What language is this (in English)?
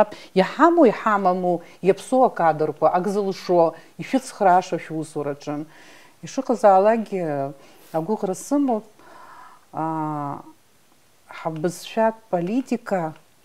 Abkhazian